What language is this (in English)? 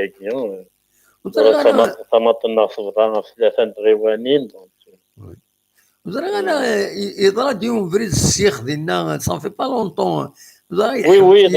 Kabyle